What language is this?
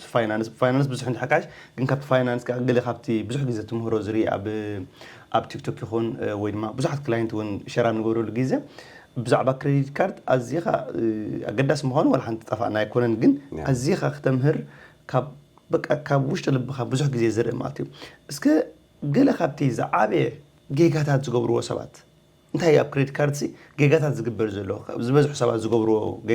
Tigrinya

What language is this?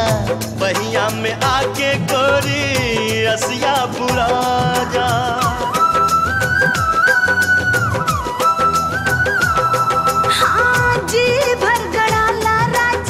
Bhojpuri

